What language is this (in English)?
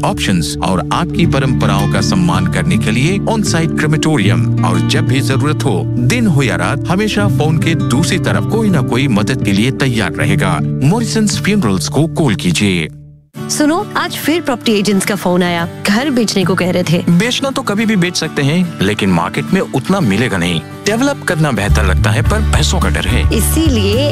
Hindi